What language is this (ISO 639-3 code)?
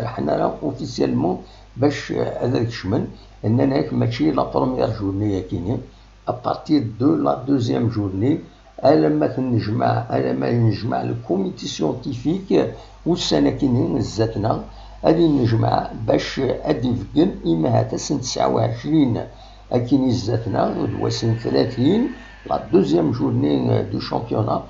kab